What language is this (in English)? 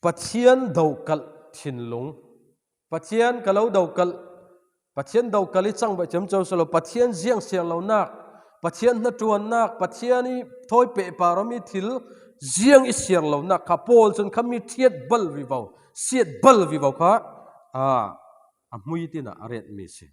Falam Chin